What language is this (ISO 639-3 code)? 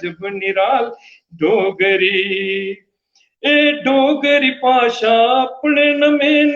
doi